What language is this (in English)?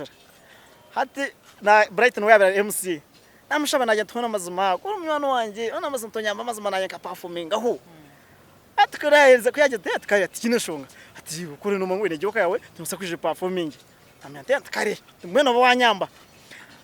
Nyankole